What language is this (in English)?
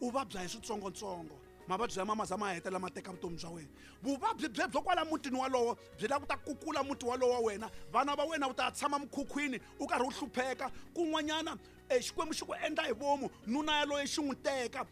Tsonga